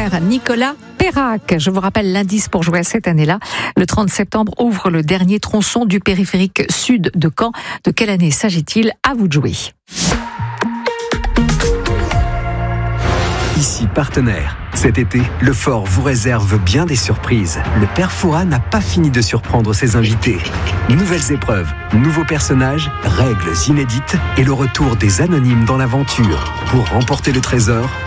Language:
French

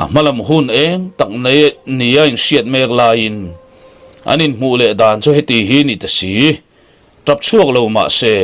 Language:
Mizo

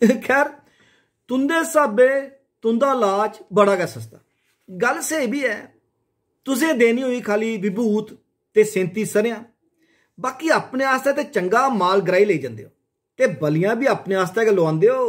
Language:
Dogri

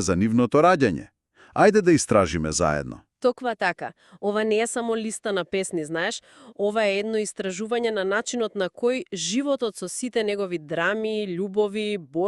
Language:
Macedonian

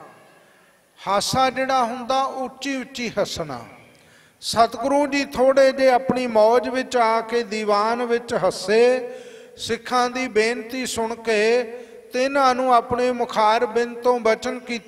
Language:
Punjabi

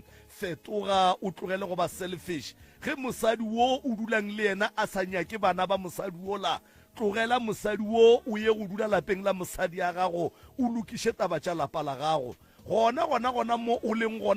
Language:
Northern Sotho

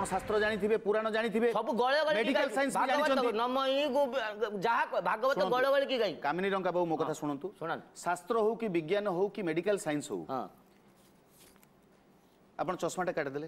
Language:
Odia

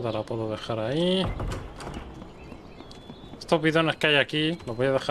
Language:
Spanish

